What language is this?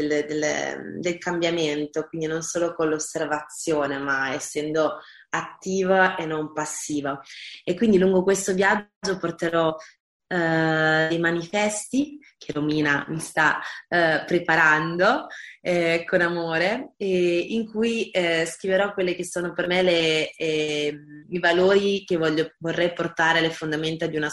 Italian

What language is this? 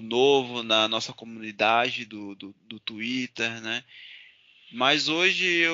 Portuguese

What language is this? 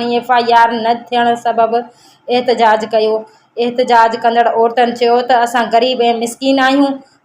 Sindhi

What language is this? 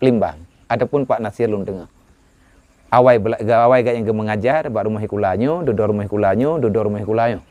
Achinese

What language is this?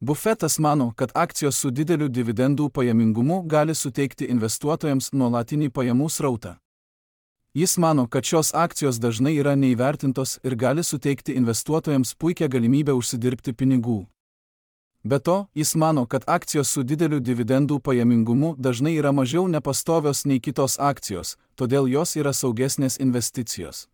Lithuanian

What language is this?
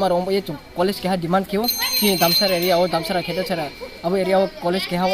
Riang (India)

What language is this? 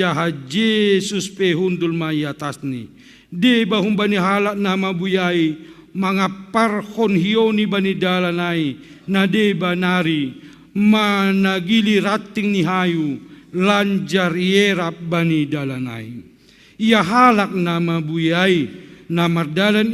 Batak Simalungun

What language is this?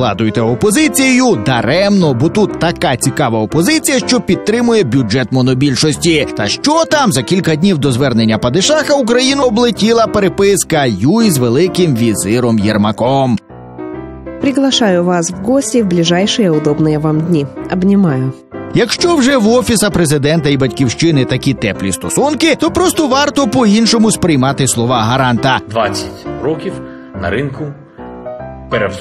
Ukrainian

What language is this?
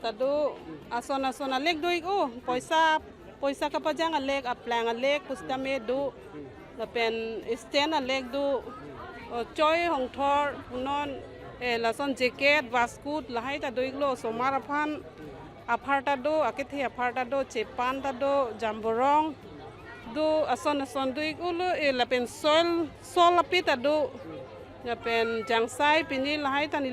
Karbi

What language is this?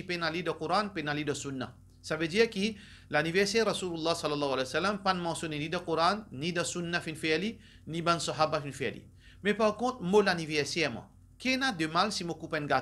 Morisyen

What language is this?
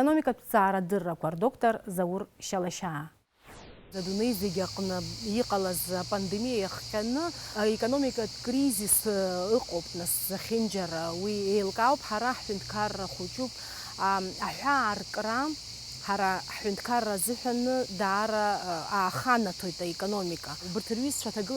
Abkhazian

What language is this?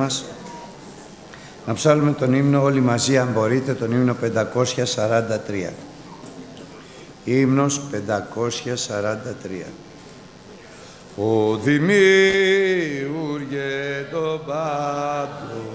Greek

